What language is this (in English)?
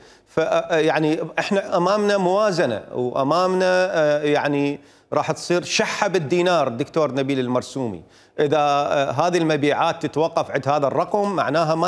Mesopotamian Arabic